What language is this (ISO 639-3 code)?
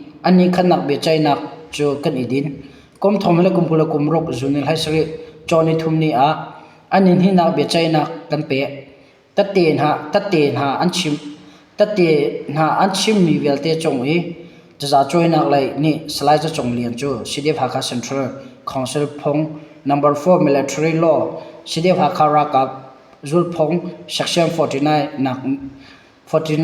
cnh